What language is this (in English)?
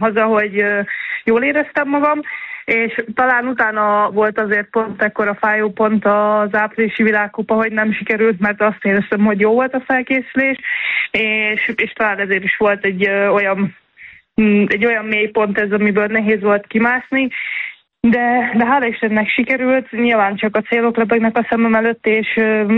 Hungarian